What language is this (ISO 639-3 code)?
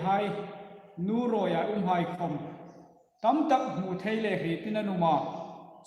hmr